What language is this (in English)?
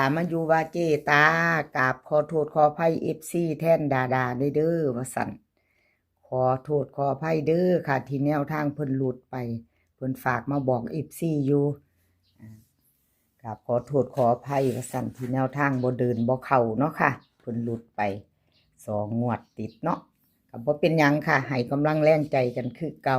Northeastern Thai